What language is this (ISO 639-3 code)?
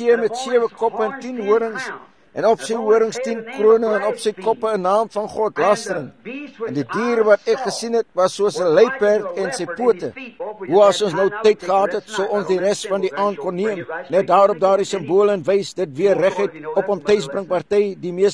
afr